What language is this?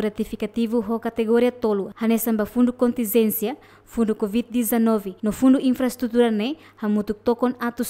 Tetum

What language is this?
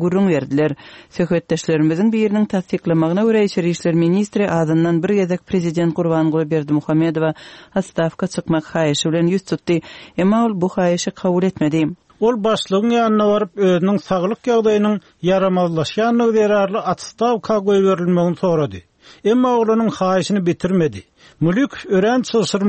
Turkmen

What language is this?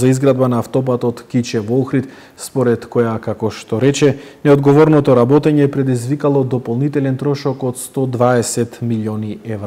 Macedonian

